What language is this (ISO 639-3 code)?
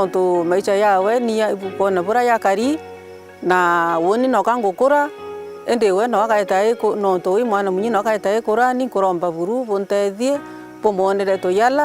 mer